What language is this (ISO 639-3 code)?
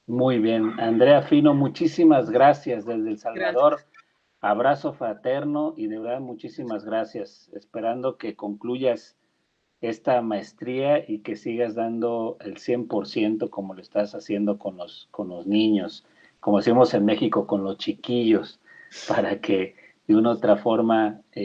spa